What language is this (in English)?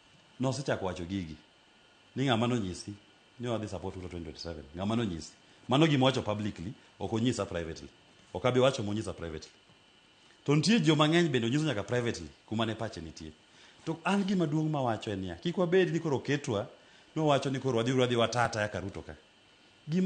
Luo (Kenya and Tanzania)